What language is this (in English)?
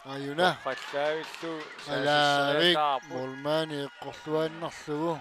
Kalaallisut